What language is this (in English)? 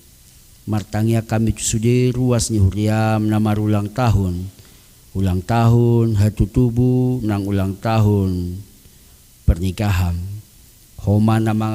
Batak Toba